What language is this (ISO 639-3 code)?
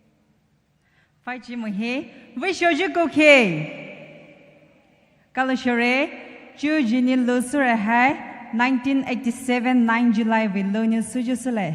pmx